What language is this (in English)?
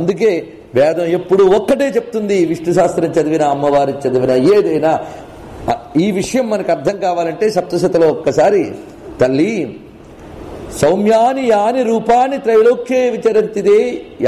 Telugu